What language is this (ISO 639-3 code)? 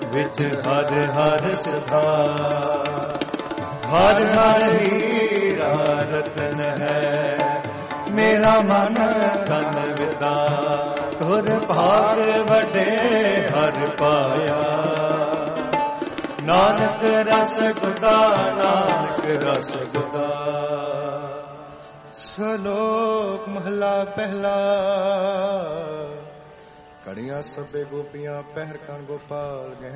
pan